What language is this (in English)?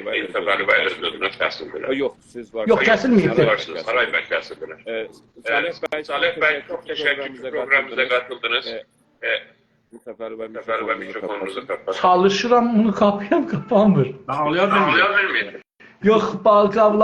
South Azerbaijani